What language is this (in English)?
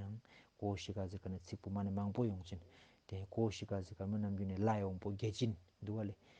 Ladakhi